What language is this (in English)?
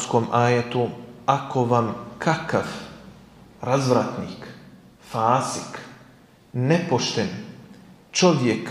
Bosnian